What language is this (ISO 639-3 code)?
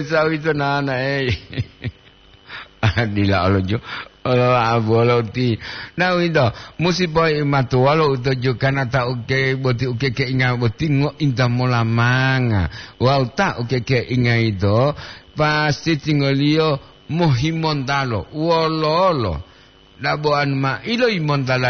gor